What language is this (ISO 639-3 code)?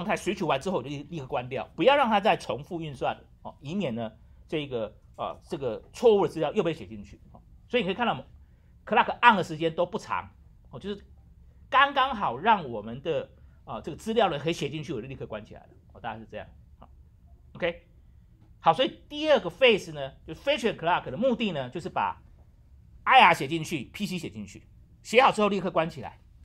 zho